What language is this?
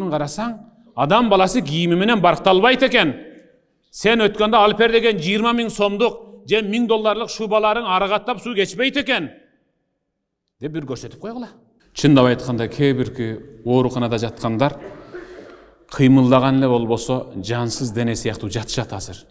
Kyrgyz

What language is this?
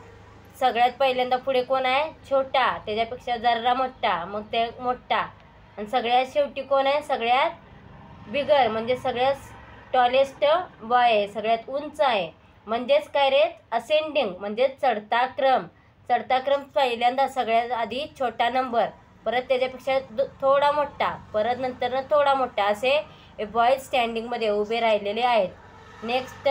Marathi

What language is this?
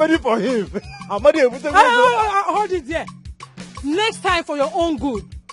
Nigerian Pidgin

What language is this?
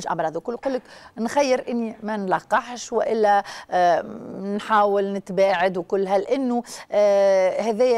Tunisian Arabic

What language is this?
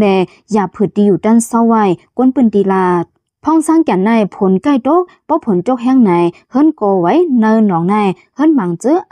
Lao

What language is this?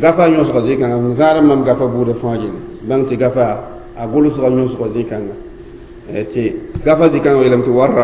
Mossi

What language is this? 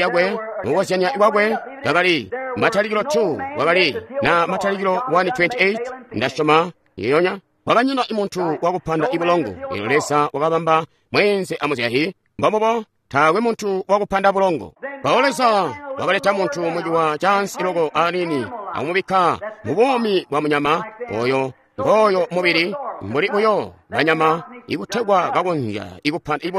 Tonga (Zambia)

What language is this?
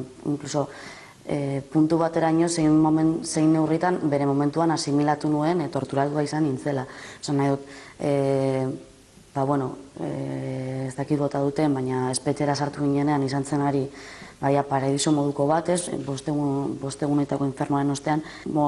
Basque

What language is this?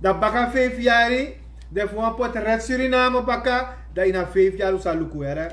Sranan Tongo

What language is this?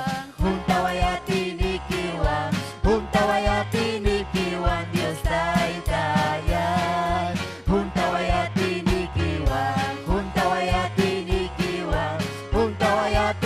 Ayacucho Quechua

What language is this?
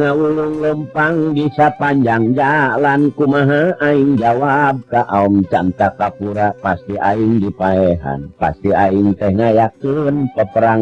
Sundanese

